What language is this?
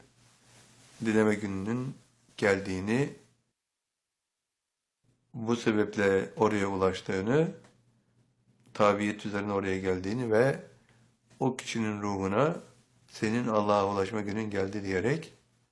Turkish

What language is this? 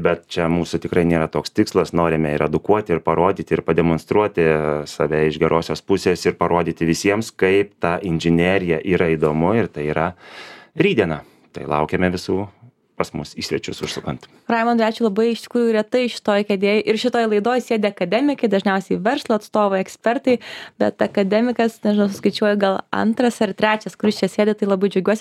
Lithuanian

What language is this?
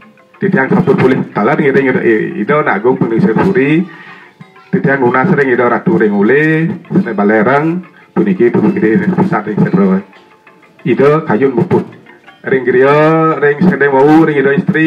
Balinese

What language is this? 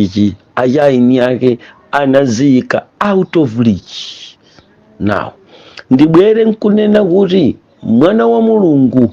Nyanja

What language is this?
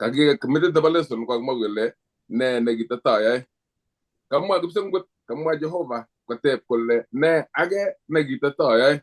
Kalenjin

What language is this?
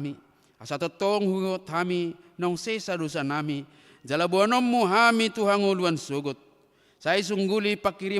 Batak Toba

